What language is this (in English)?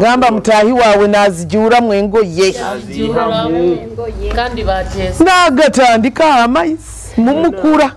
Nyoro